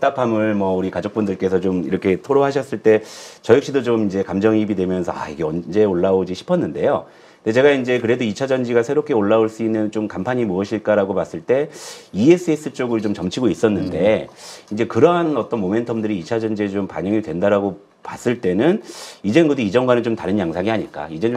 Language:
Korean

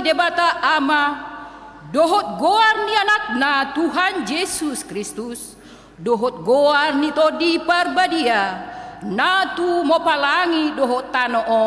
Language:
Batak Toba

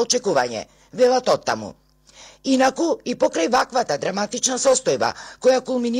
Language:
Macedonian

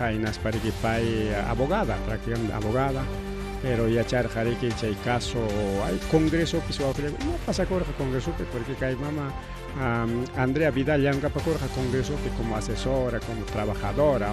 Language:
Ayacucho Quechua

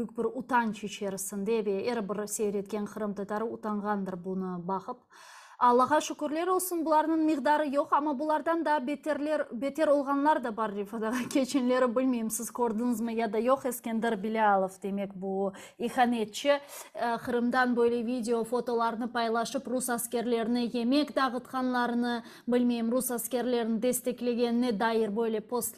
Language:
Crimean Tatar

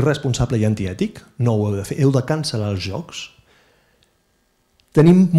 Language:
Catalan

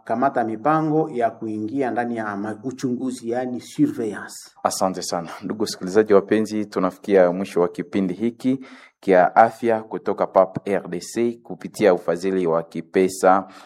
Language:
Swahili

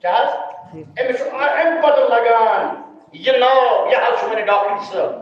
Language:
Kashmiri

